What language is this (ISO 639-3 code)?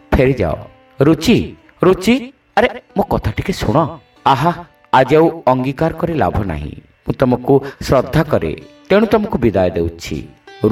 ori